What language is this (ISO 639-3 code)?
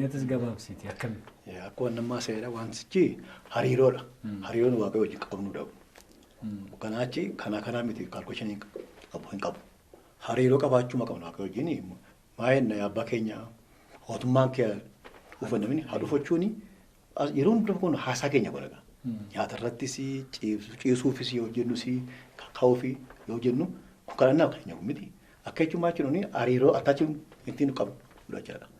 orm